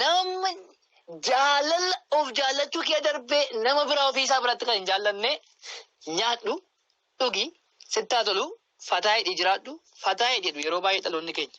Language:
Oromo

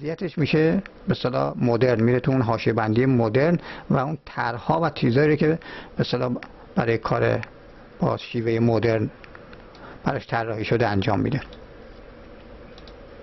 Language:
Persian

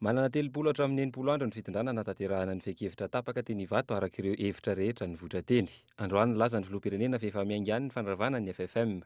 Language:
Malagasy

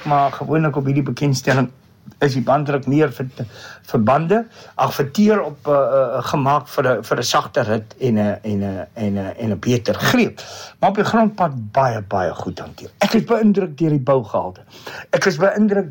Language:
Afrikaans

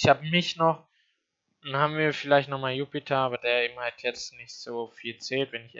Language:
German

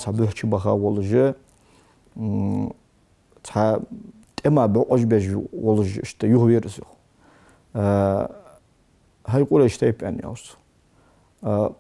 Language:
Ingush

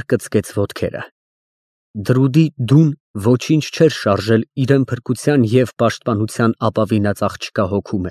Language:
Armenian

